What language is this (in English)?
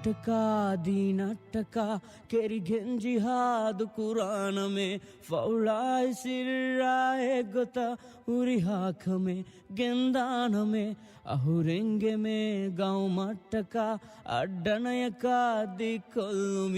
Divehi